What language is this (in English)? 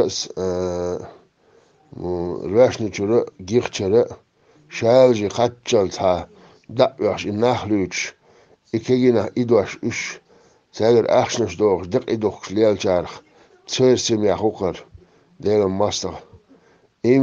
Chechen